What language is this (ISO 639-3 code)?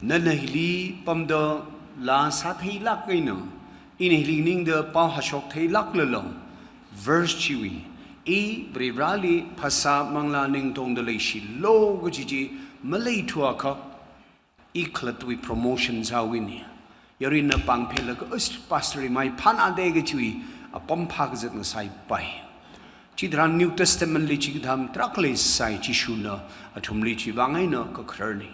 nmf